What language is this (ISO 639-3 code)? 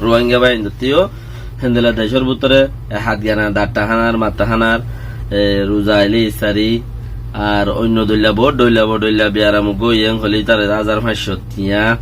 rhg